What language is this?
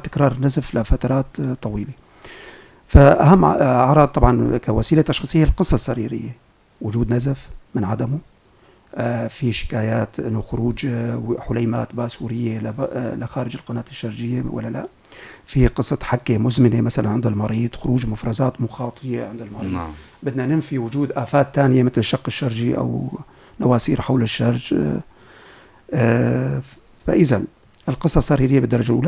North Levantine Arabic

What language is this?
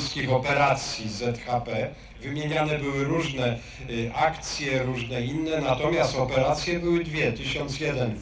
Polish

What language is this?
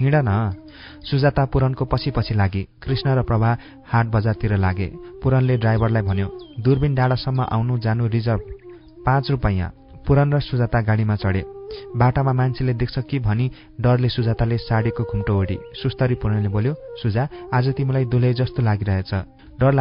Nepali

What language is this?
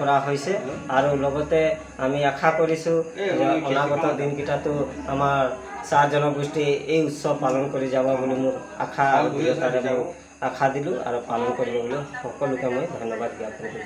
Assamese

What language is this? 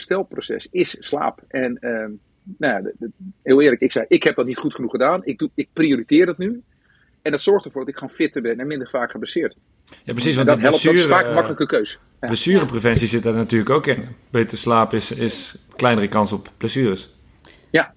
Dutch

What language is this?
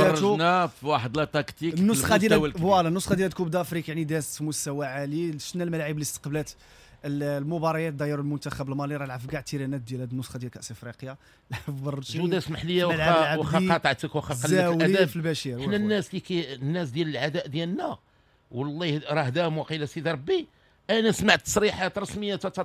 Moroccan Arabic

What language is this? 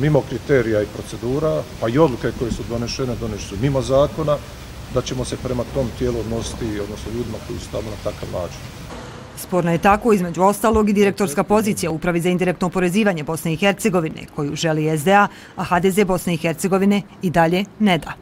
Bosnian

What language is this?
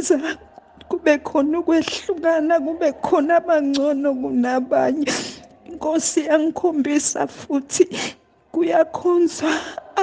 Zulu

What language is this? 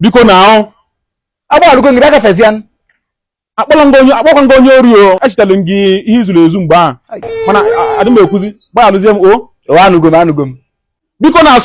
Igbo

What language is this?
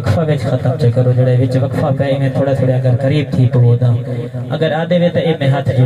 Saraiki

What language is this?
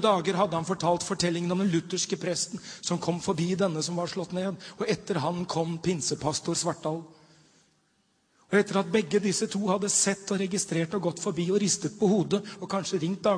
Norwegian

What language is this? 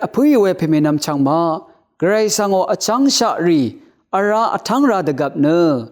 Rawang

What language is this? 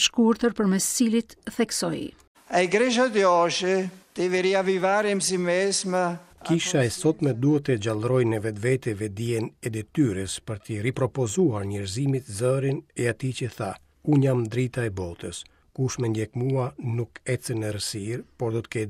Albanian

